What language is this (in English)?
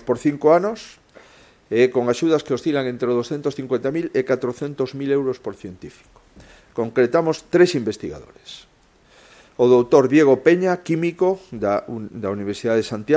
Galician